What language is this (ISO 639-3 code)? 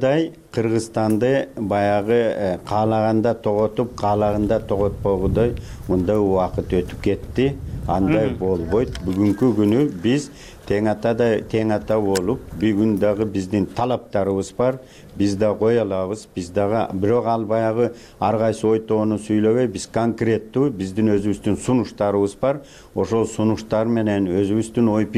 kir